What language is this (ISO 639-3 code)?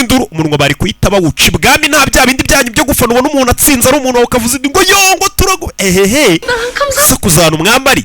kin